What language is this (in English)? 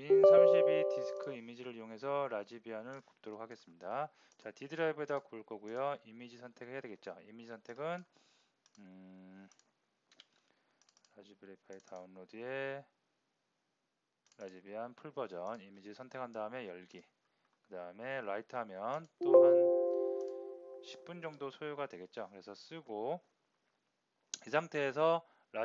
Korean